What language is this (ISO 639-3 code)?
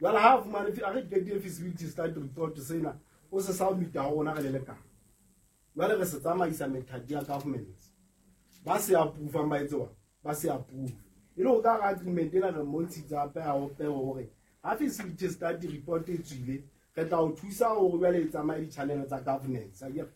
sot